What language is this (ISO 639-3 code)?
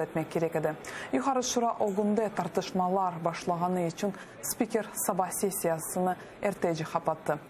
crh